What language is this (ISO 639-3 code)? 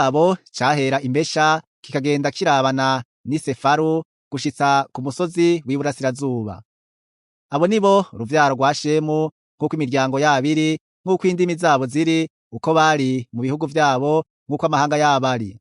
run